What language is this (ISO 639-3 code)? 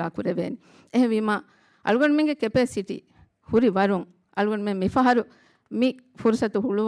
div